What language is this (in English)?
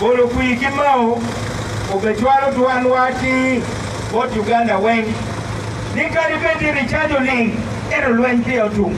Acoli